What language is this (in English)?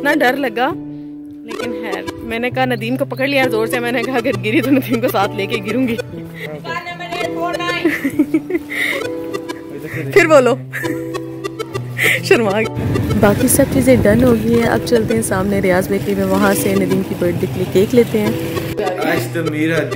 Hindi